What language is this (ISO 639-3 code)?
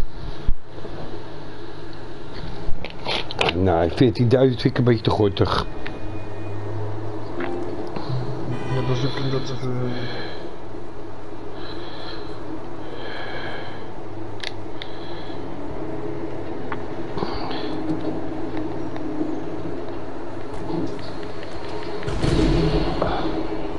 nld